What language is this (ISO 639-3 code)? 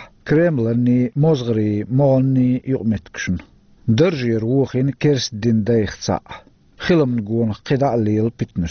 che